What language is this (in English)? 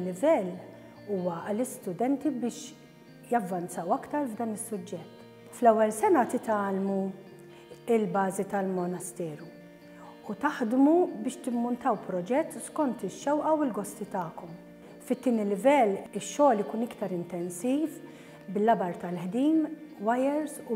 Maltese